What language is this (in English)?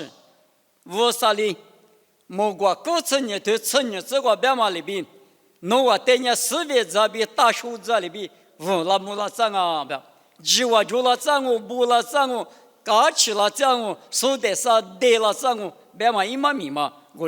Lisu